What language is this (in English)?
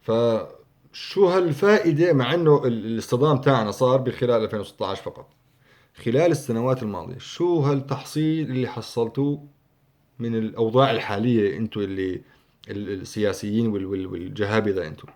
North Levantine Arabic